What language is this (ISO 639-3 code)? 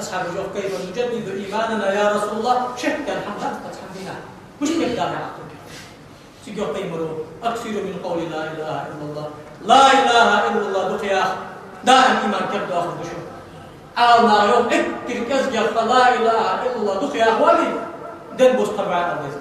inh